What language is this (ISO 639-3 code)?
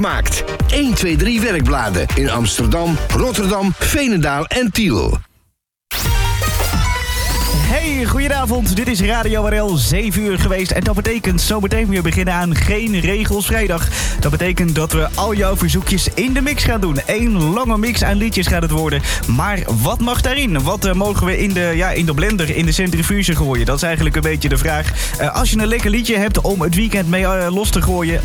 nld